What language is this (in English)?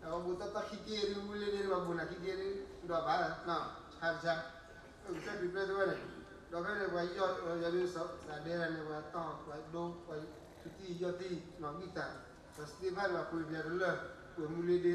S'gaw Karen